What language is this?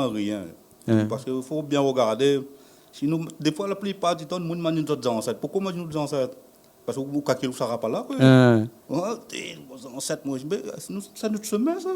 Réunion Creole French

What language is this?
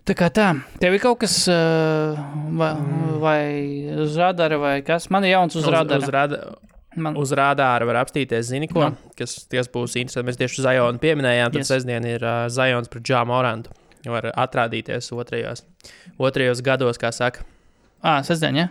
Latvian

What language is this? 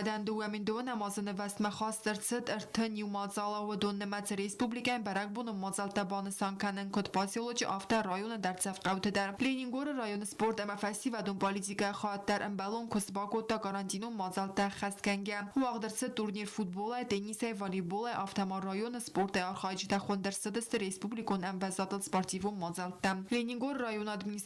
Ossetic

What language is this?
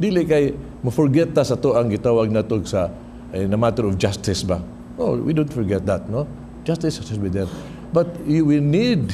Cebuano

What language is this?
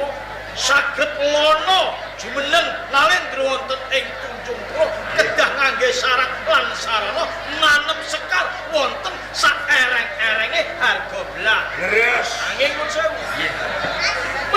Javanese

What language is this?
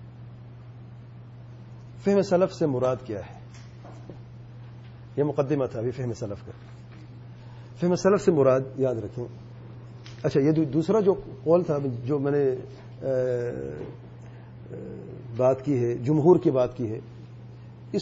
Urdu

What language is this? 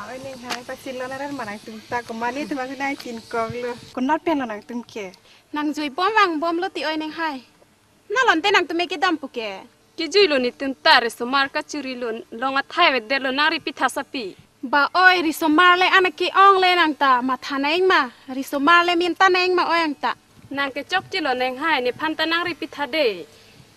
Karbi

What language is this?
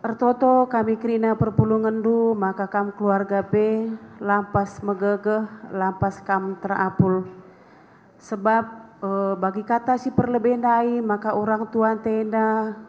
Batak Karo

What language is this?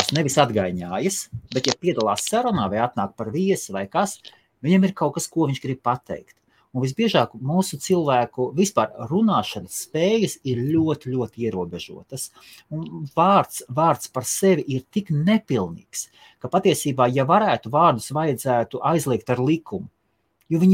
Latvian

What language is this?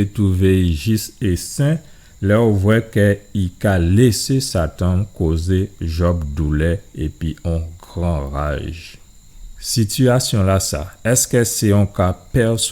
Guadeloupean Creole French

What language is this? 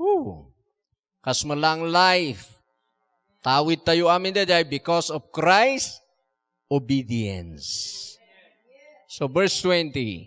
Iloko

